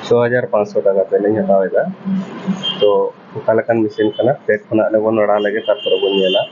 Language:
Santali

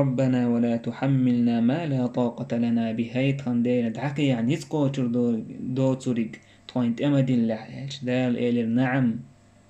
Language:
Chechen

